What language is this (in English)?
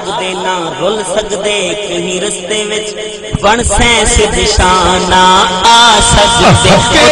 Saraiki